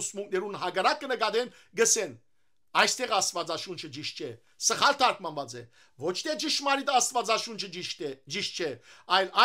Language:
Western Armenian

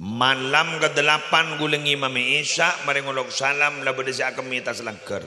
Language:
Madurese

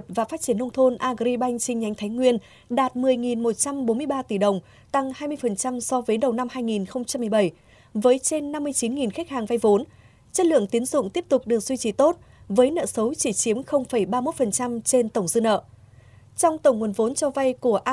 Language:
Vietnamese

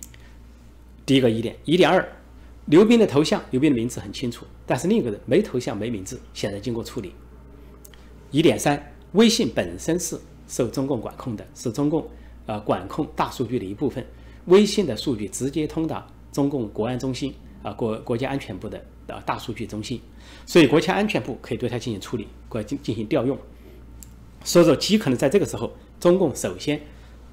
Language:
Chinese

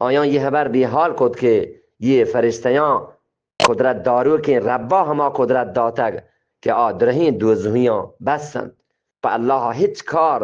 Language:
Eastern Balochi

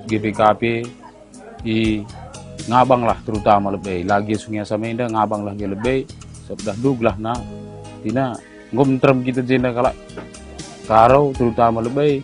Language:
Batak Karo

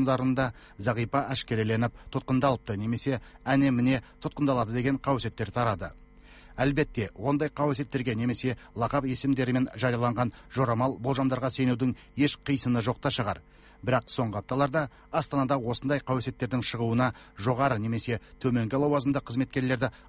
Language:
Kazakh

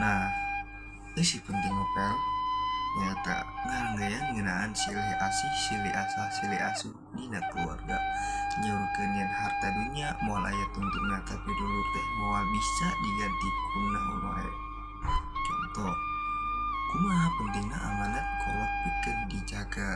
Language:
Sundanese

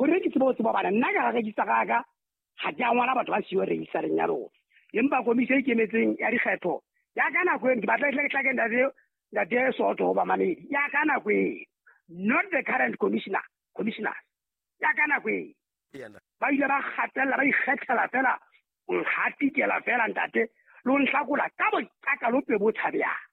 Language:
Southern Sotho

